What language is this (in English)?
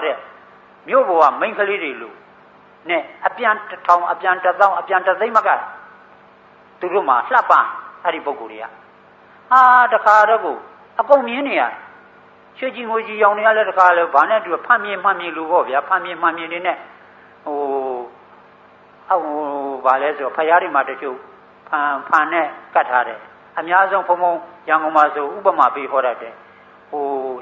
Burmese